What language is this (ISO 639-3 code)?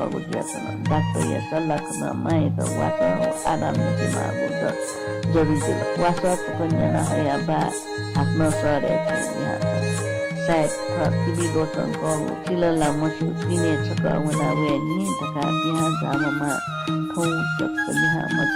new